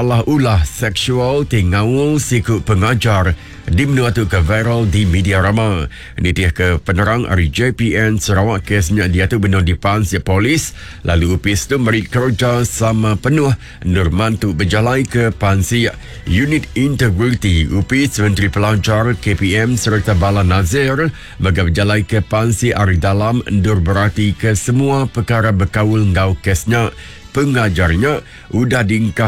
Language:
Iban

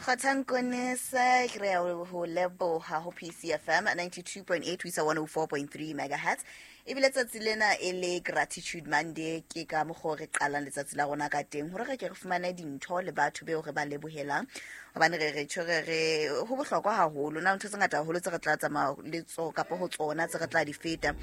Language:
Southern Sotho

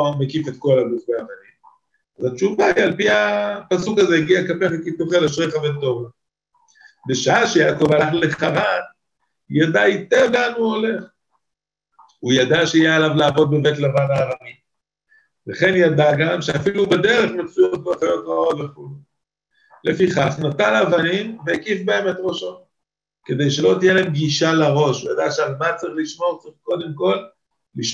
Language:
Hebrew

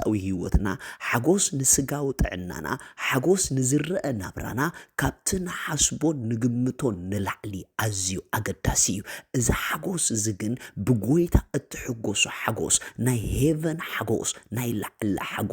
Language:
Tigrinya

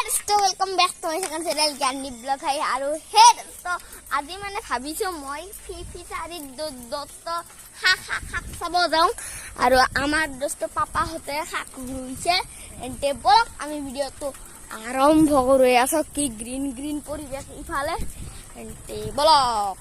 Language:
Assamese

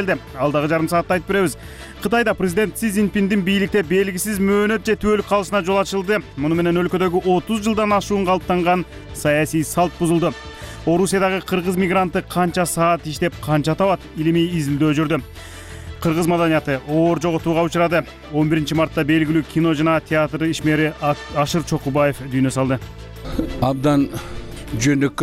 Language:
Kyrgyz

